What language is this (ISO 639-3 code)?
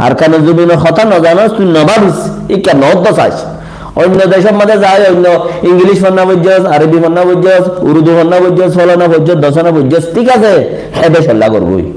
rhg